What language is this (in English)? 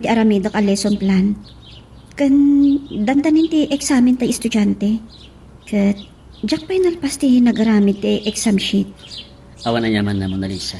Iloko